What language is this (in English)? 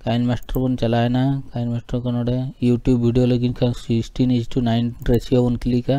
Santali